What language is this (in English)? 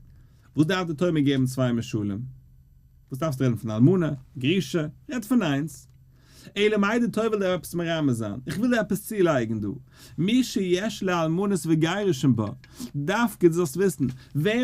Yiddish